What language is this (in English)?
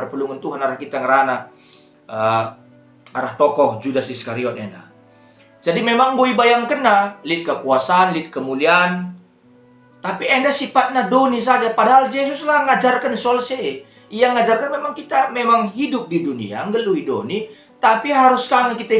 Batak Karo